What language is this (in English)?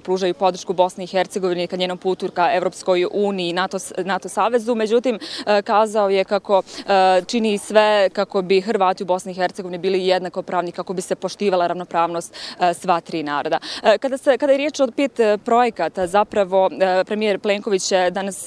Croatian